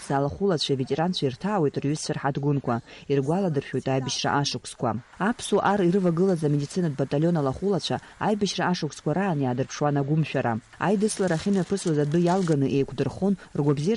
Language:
Abkhazian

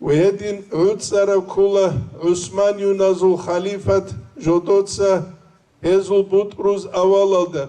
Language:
Avaric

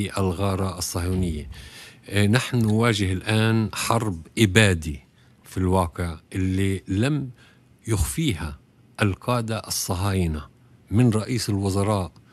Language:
Tunisian Arabic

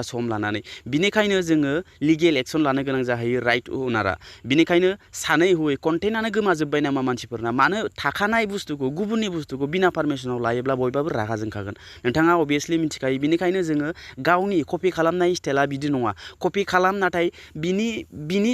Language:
Bodo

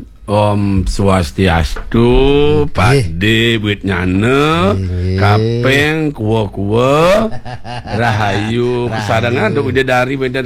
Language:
Balinese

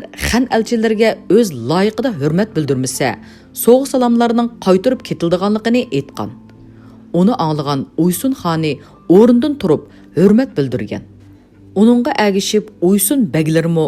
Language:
Uyghur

